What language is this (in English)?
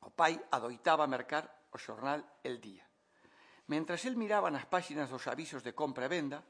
Galician